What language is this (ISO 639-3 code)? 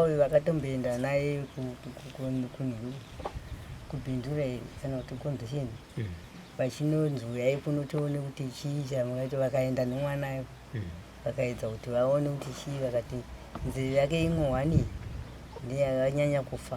sna